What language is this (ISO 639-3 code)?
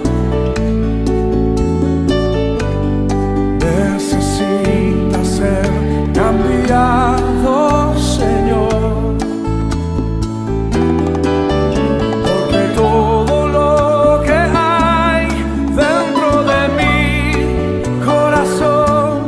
spa